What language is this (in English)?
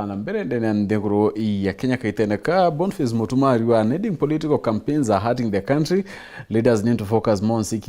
Meru